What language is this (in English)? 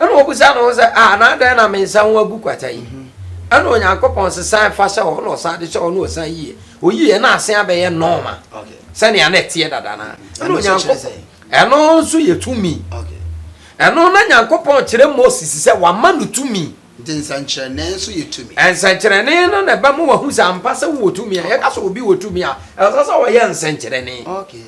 Akan